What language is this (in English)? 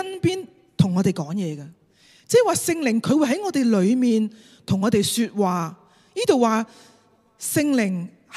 Cantonese